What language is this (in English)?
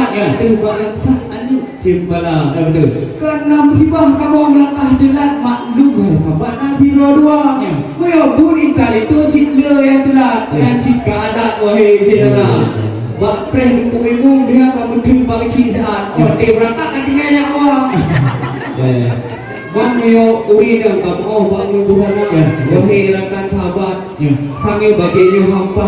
Achinese